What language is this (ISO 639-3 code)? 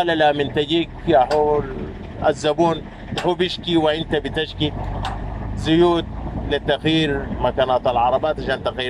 apd